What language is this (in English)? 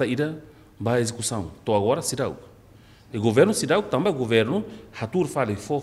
Tetum